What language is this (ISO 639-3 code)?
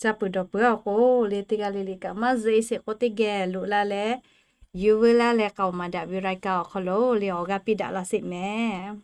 lhu